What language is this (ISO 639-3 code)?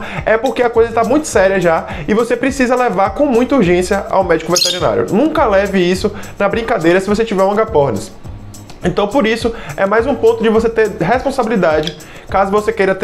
por